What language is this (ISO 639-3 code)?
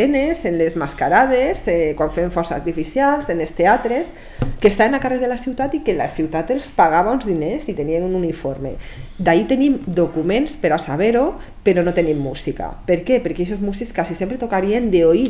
cat